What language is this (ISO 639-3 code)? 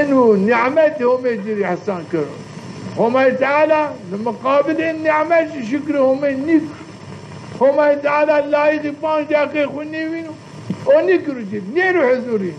zza